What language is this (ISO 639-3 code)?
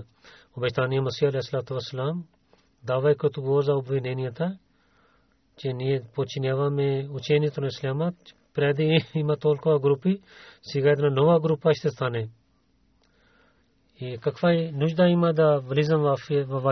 bul